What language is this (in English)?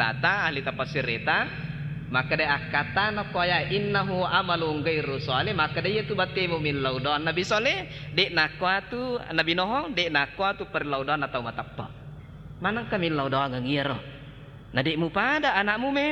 Buginese